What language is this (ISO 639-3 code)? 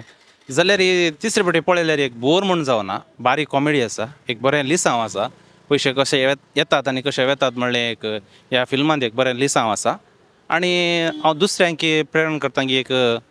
kok